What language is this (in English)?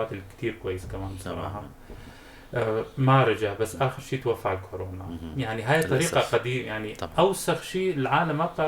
North Levantine Arabic